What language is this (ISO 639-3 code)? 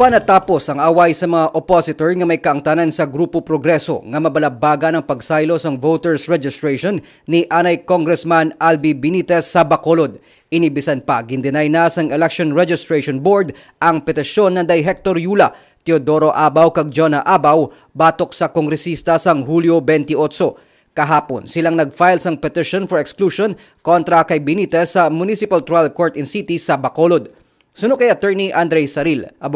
hil